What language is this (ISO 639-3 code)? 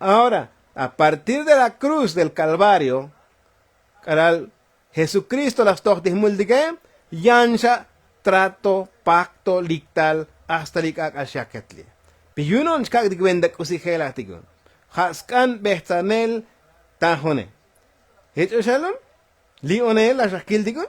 tzo